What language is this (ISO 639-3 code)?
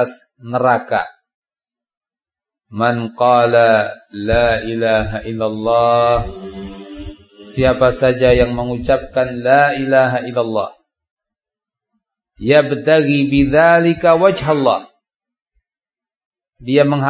ind